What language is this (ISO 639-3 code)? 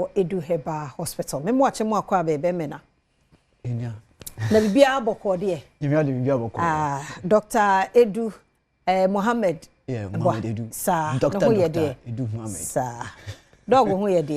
aka